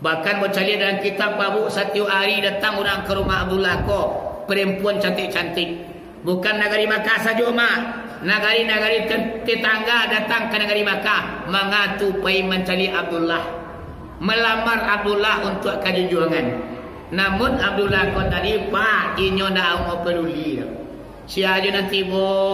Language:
Minangkabau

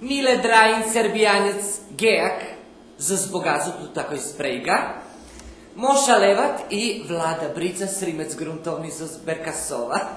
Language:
Rusyn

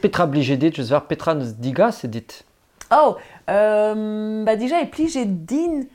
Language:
Breton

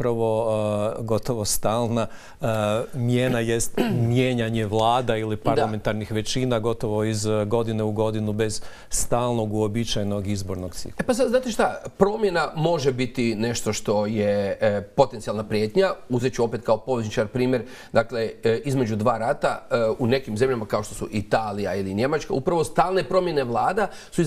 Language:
Croatian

